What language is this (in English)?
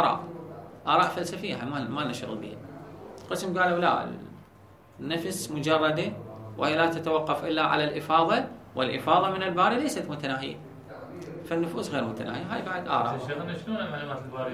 Mesopotamian Arabic